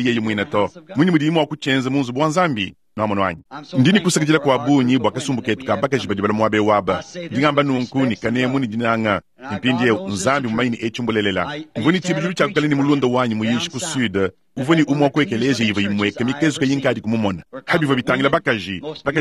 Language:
Luba-Lulua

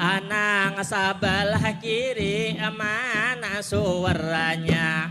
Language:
Banjar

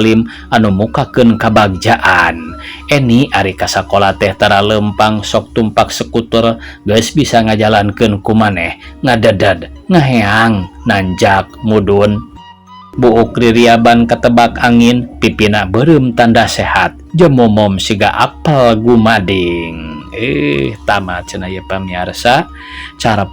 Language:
Sundanese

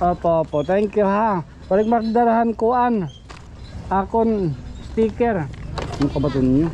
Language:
Waray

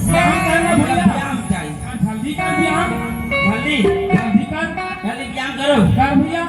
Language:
Chhattisgarhi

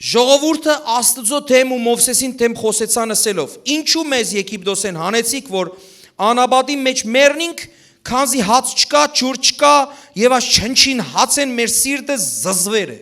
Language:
Western Armenian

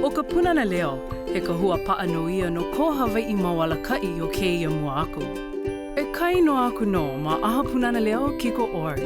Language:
Hawaiian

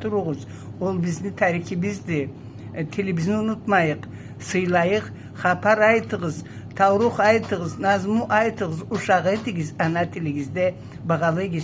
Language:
Karachay-Balkar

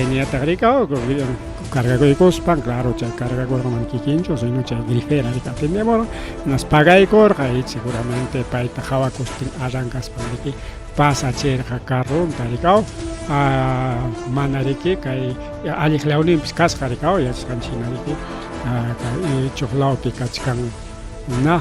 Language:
Ayacucho Quechua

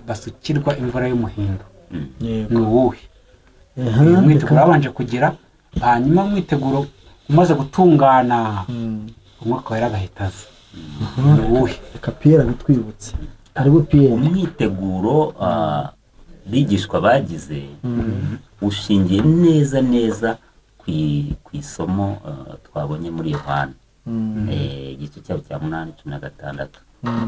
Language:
Kinyarwanda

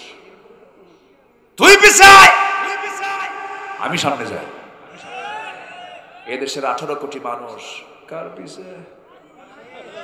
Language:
Bangla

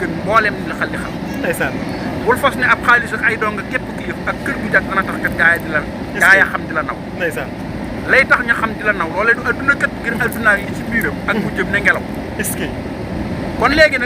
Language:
Wolof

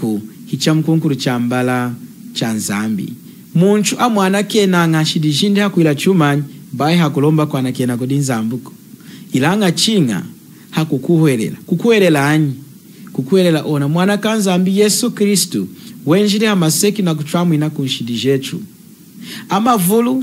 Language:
Lunda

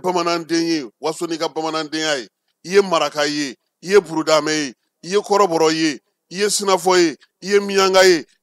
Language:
Bambara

